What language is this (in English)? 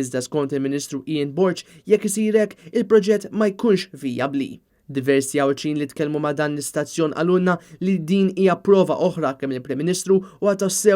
Maltese